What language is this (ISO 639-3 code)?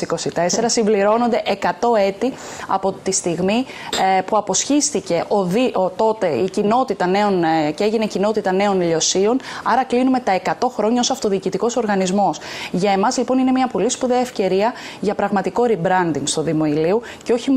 ell